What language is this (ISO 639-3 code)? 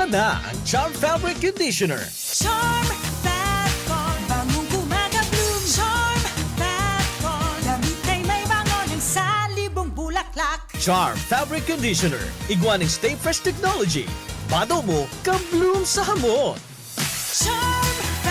bik